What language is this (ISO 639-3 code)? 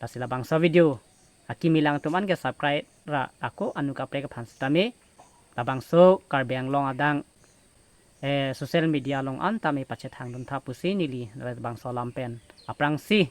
mjw